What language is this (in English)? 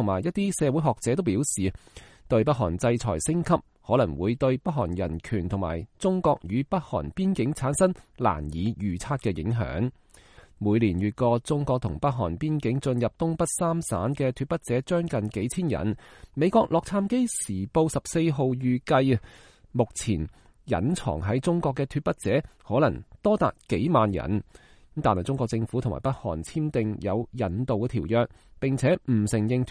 Cantonese